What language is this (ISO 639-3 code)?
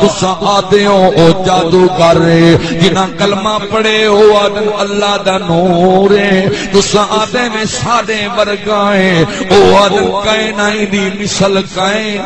skr